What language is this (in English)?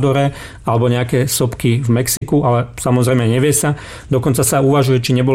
Slovak